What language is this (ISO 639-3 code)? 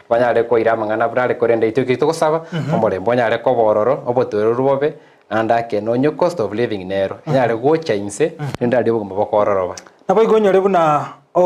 guz